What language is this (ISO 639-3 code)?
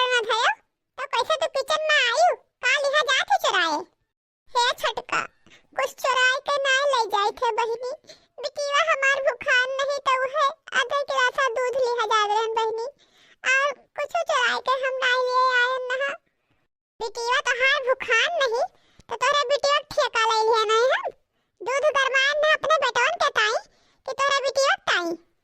awa